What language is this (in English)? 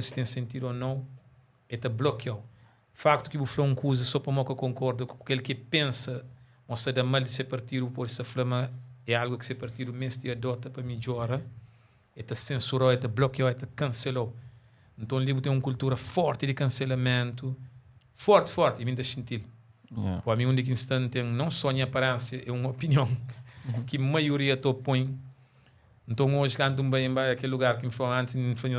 Kabuverdianu